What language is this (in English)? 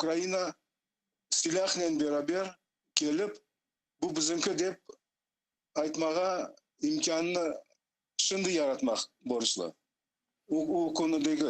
Crimean Tatar